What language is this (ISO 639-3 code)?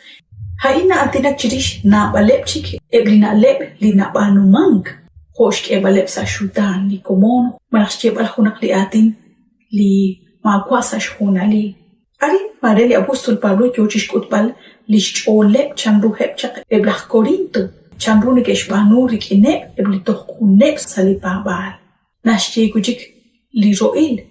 kek